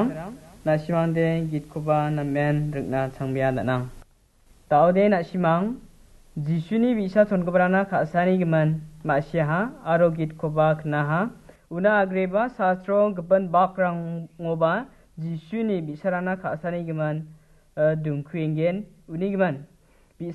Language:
Garo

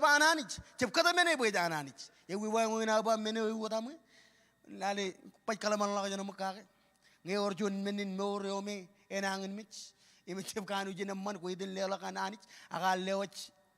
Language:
Marshallese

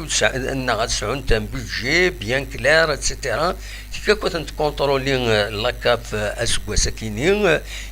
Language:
Kabyle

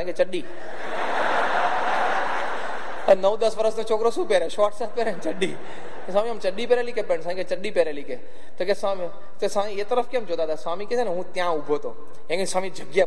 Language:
Gujarati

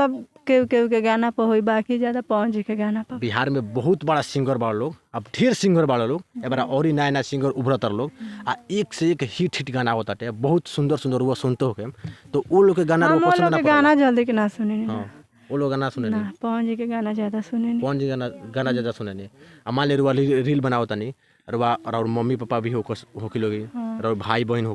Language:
Bhojpuri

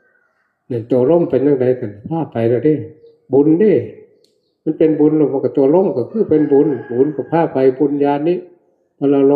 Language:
Northeastern Thai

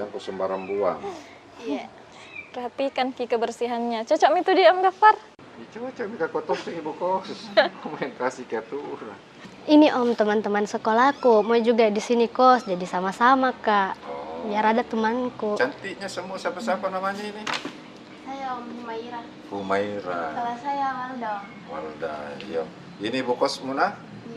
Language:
Makassar Malay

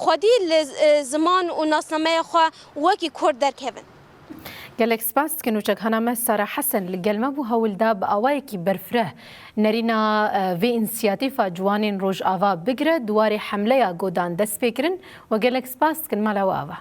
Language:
Kurdish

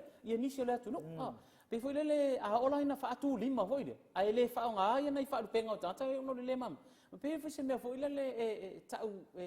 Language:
Samoan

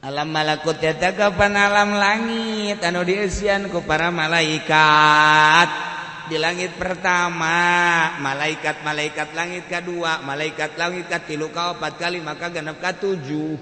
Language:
Sundanese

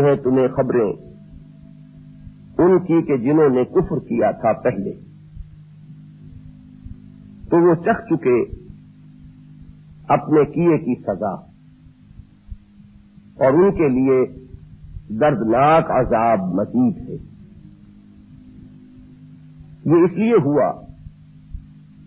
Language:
Urdu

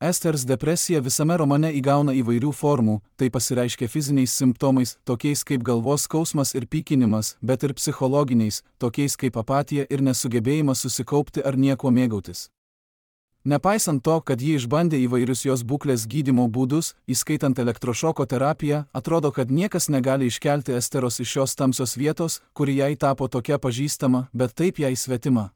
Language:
Lithuanian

